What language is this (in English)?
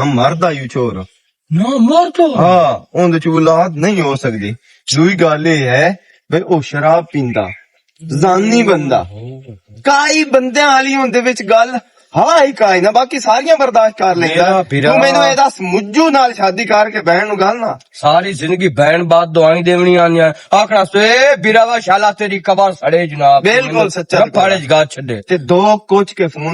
Western Panjabi